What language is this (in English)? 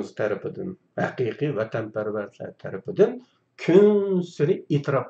Uyghur